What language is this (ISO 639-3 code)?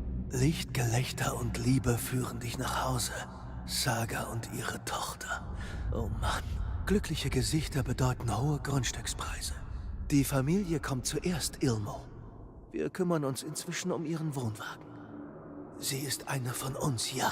bar